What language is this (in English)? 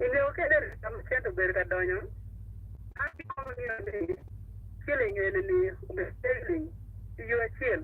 Acoli